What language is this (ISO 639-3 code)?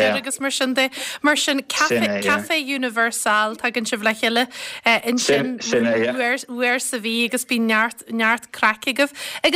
gle